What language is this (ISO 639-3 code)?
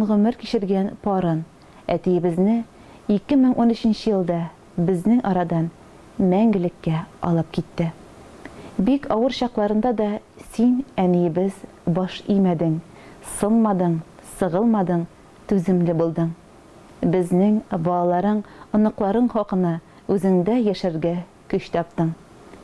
tat